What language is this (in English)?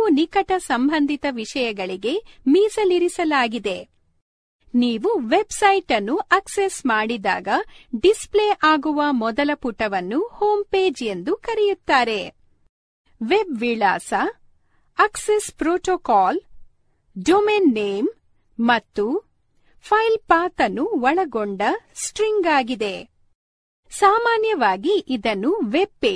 Kannada